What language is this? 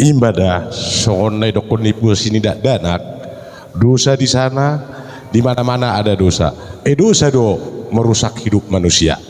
Batak Toba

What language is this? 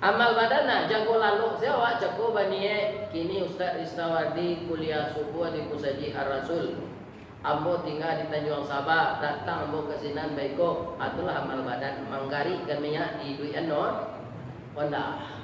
Minangkabau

